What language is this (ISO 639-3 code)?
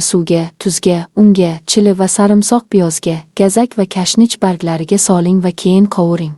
uzb